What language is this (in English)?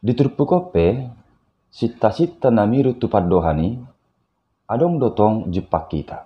Batak Toba